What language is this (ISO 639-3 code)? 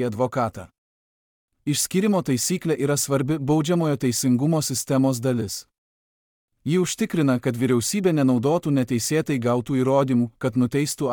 lit